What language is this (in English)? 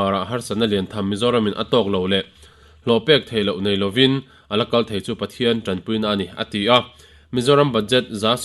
Mizo